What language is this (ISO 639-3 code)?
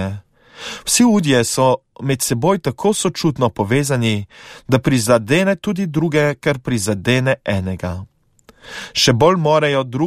slv